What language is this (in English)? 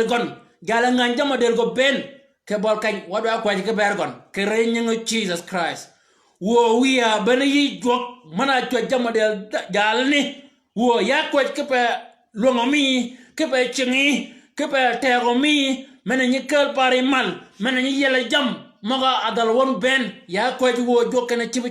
Shilluk